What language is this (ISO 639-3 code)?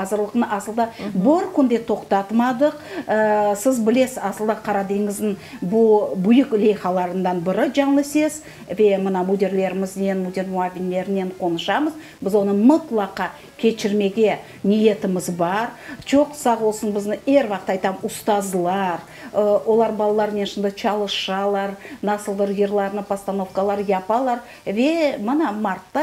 crh